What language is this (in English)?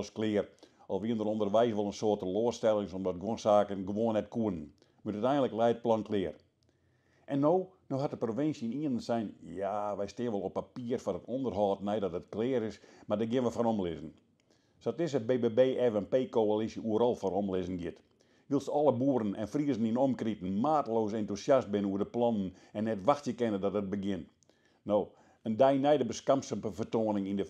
Western Frisian